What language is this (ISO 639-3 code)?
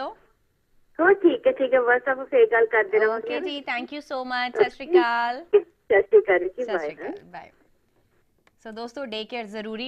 pan